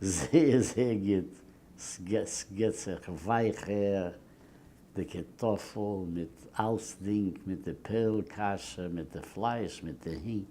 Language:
Yiddish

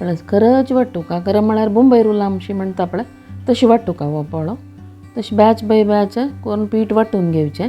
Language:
Konkani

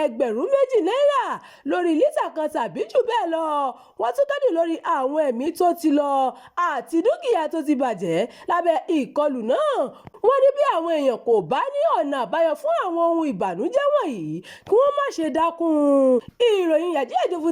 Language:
Yoruba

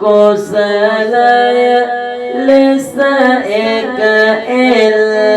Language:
Sinhala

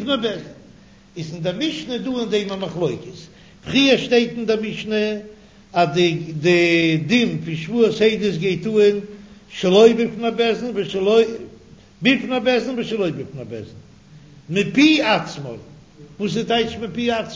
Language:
Yiddish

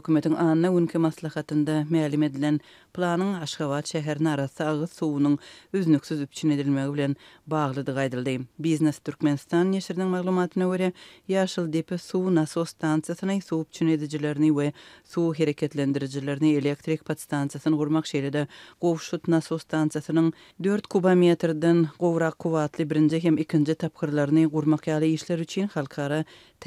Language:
Turkmen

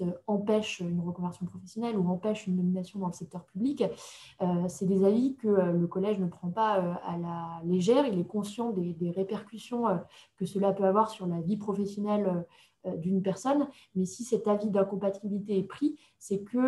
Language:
French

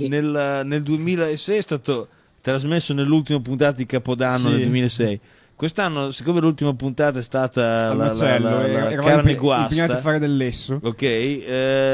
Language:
Italian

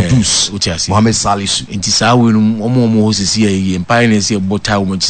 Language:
Akan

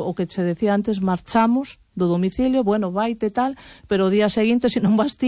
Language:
Galician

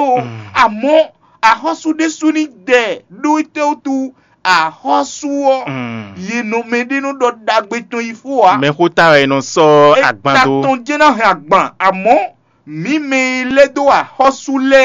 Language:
Fon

